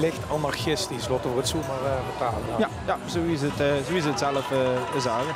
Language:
Limburgish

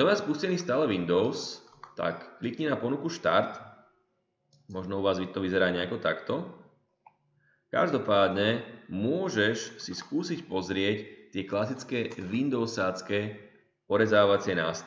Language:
Slovak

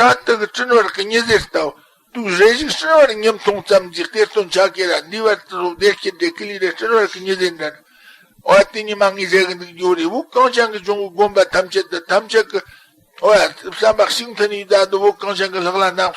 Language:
Tibetan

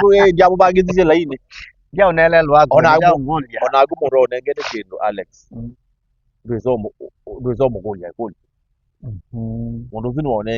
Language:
Kamba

